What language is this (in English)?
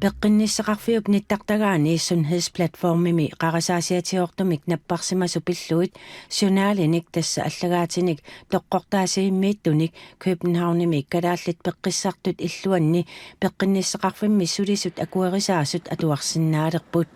Kalaallisut